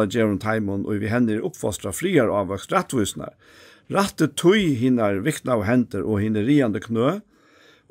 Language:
Faroese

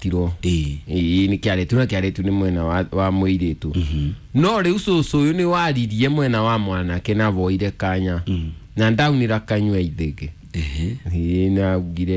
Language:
Kikuyu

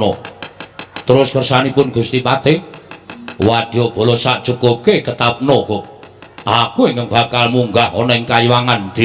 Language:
Javanese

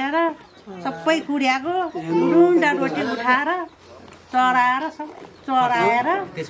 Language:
Nepali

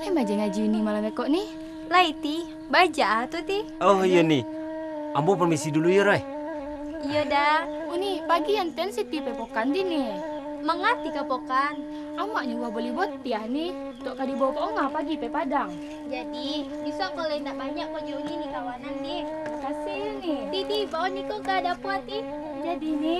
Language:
Minangkabau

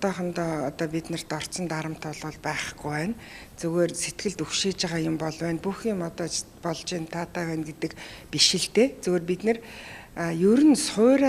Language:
Mongolian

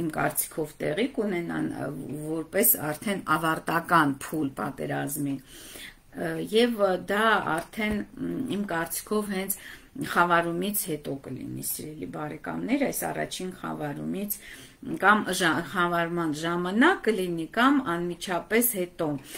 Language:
Armenian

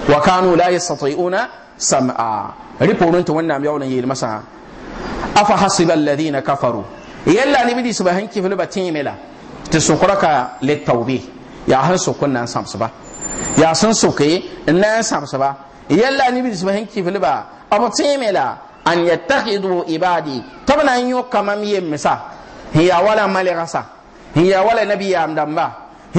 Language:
Mossi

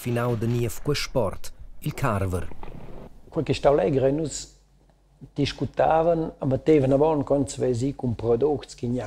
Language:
Romansh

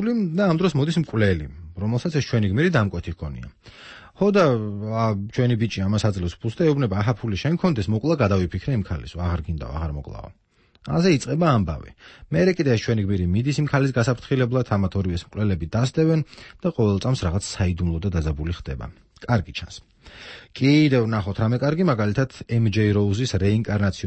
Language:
Georgian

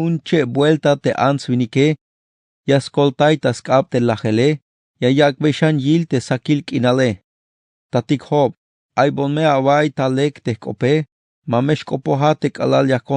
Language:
Tzeltal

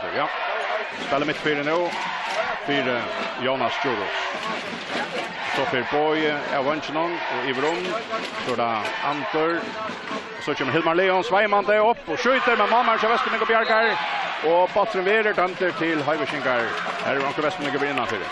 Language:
Faroese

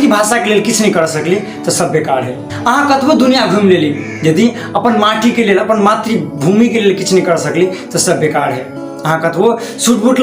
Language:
Maithili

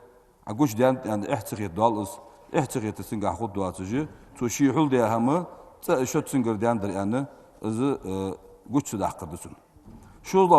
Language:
Ingush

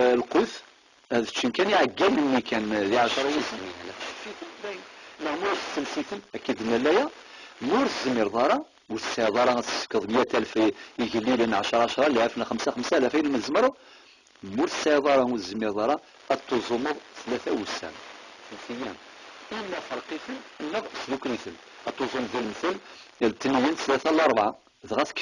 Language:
Kabyle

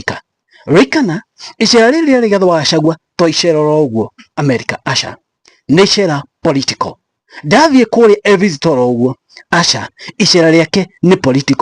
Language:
Kikuyu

